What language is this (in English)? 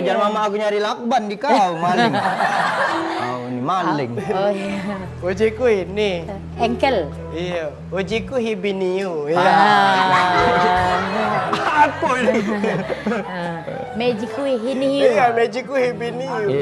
Musi